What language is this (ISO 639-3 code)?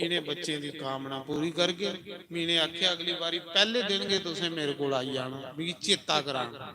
doi